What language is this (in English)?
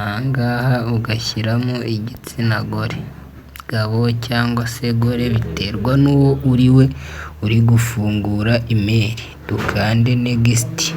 Kinyarwanda